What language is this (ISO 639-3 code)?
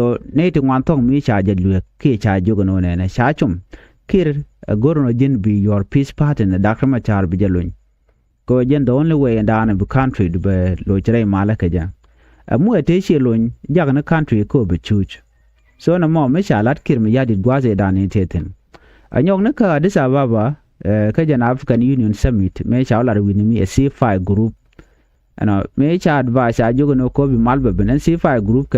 nus